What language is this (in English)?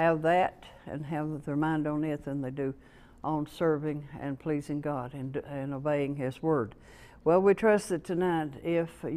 English